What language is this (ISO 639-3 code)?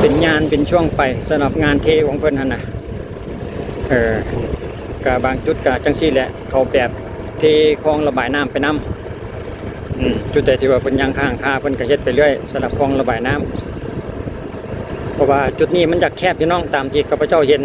lao